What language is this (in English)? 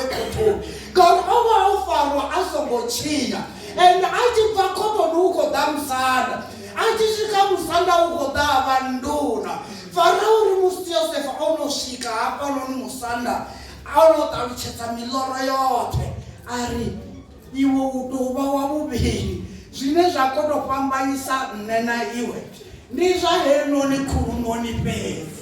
Venda